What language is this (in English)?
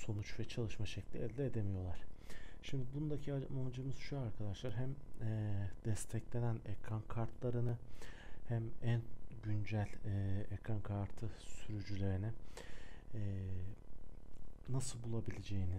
Turkish